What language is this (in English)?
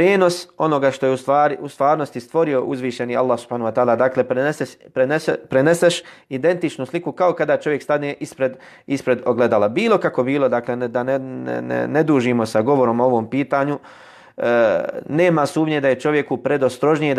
Bosnian